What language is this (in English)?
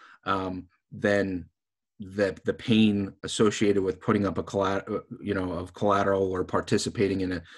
English